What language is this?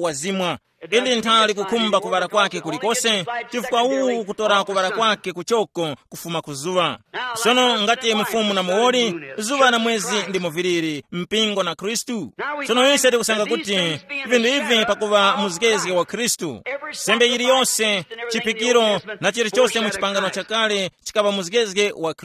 Tumbuka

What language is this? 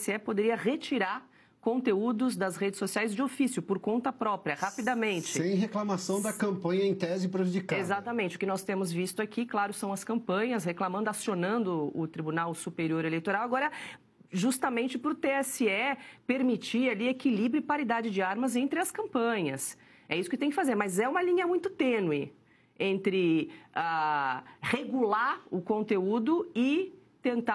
Portuguese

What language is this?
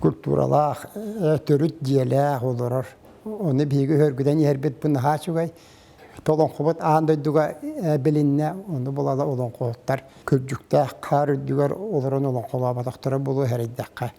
Yakut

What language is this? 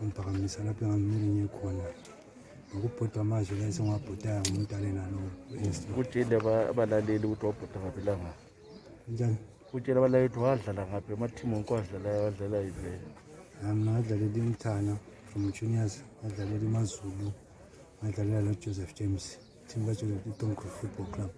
North Ndebele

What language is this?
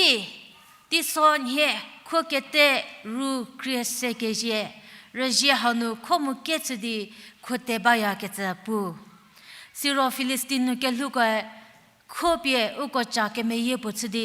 Angami Naga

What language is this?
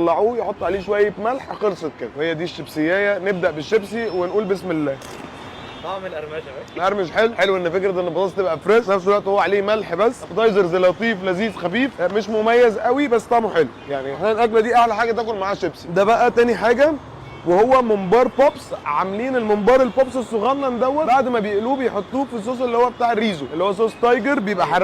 Egyptian Arabic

